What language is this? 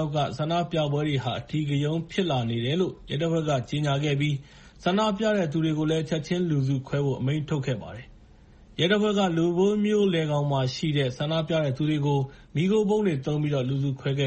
Burmese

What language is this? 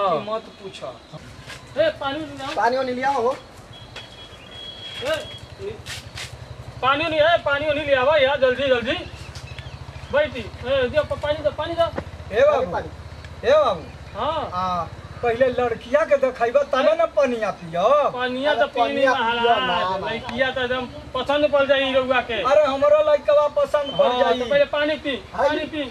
Bhojpuri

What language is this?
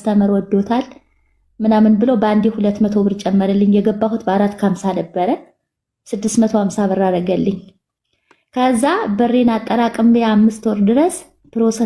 Amharic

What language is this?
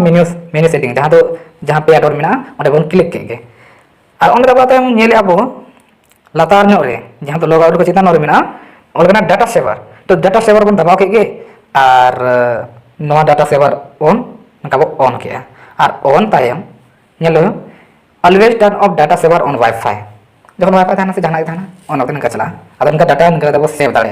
Santali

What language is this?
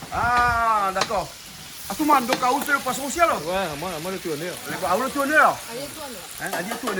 Réunion Creole French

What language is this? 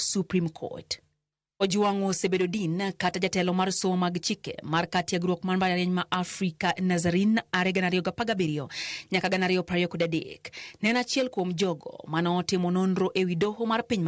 Luo (Kenya and Tanzania)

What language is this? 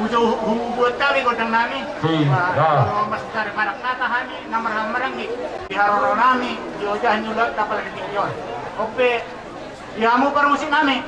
Batak Toba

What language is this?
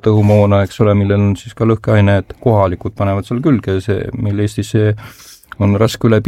Estonian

